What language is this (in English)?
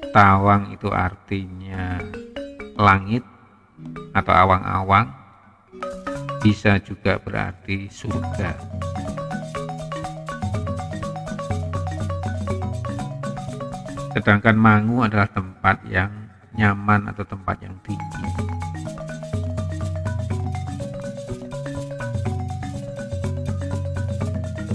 Indonesian